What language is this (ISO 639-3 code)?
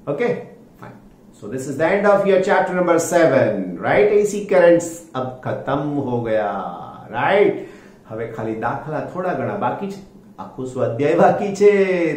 guj